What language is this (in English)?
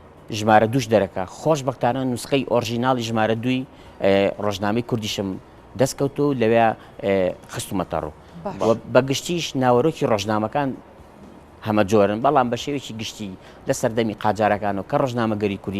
Central Kurdish